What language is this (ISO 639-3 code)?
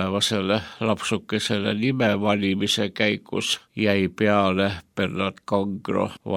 est